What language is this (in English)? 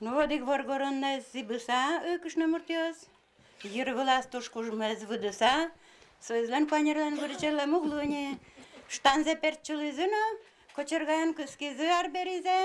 Udmurt